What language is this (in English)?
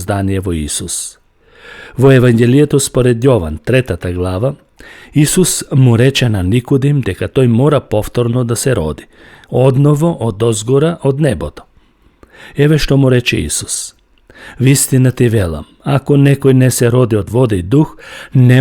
Macedonian